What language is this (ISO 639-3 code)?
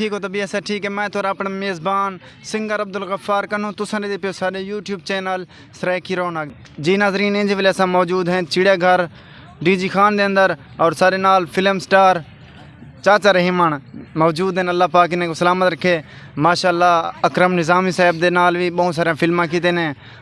skr